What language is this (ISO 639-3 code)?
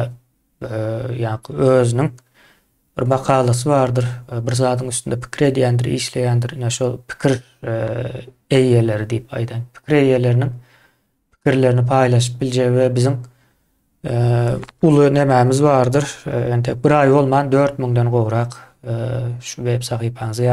tuk